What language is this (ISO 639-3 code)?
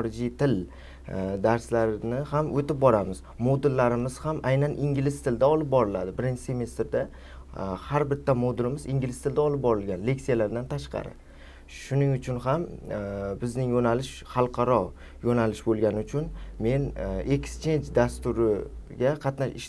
uzb